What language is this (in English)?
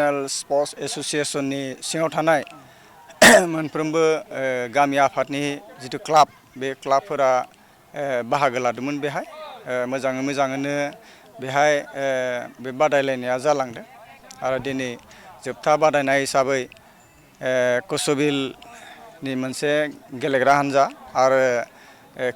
Bodo